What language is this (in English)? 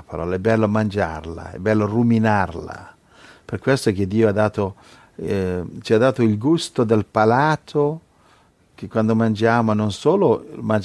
Italian